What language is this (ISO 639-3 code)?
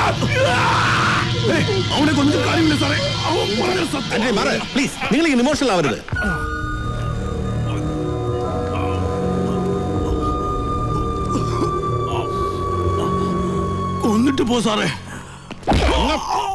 mal